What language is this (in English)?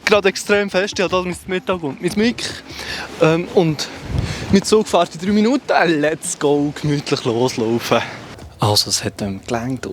Swiss German